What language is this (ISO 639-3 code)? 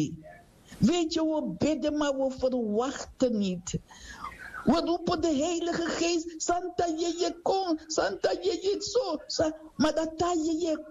srn